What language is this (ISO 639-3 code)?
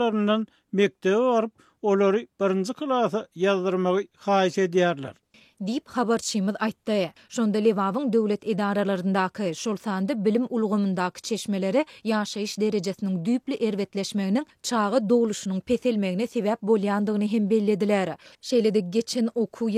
tuk